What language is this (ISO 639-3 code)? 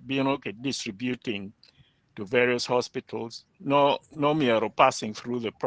ach